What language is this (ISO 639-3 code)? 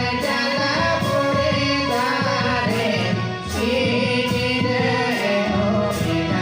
sat